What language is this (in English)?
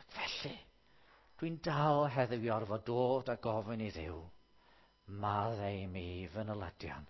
Welsh